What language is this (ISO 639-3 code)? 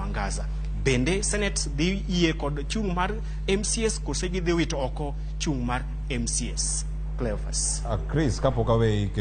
luo